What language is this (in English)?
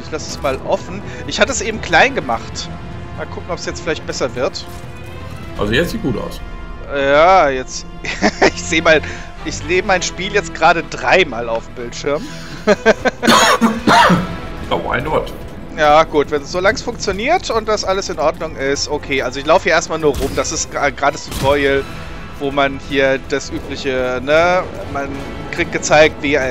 German